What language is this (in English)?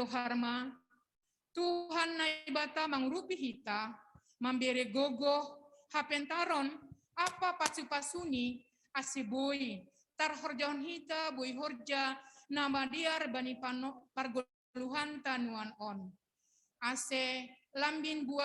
Batak Simalungun